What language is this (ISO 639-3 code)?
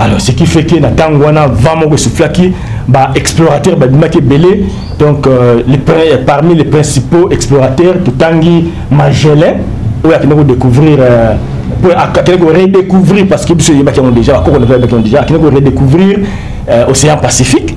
lin